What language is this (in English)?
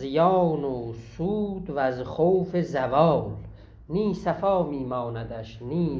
South Azerbaijani